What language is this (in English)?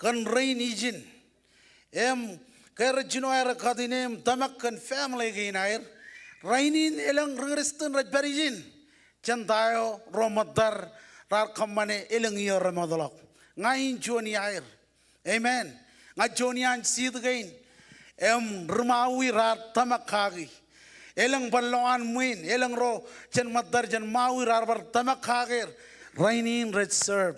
Marshallese